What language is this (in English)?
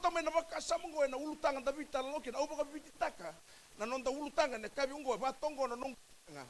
Fijian